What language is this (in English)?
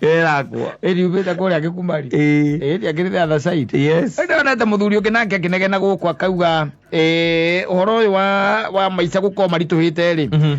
Kikuyu